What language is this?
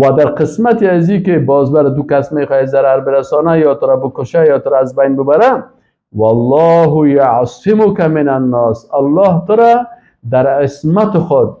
Persian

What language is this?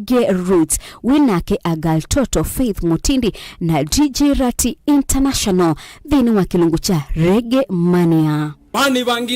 Kamba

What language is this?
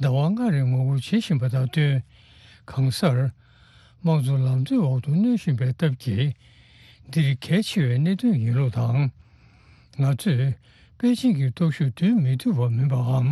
Tibetan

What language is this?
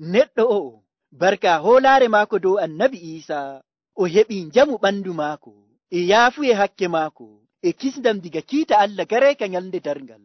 Nigerian Fulfulde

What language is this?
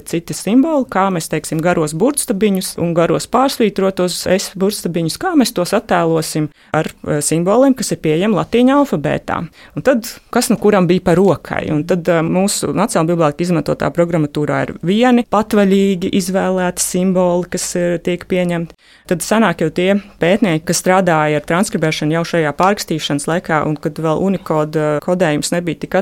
Latvian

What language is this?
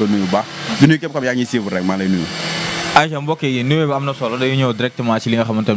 Wolof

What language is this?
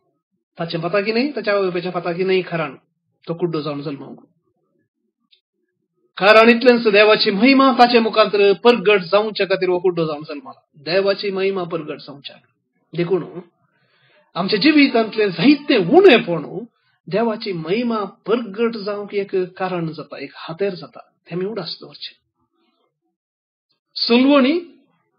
Konkani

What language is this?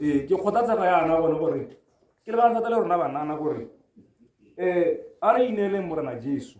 Tswana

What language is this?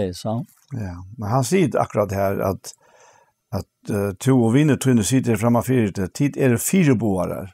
Faroese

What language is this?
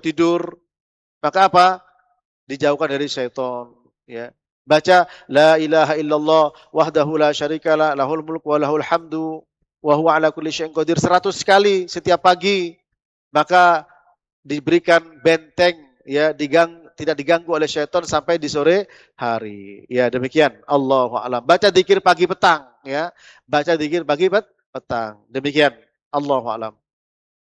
Indonesian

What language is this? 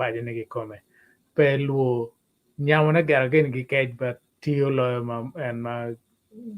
Acoli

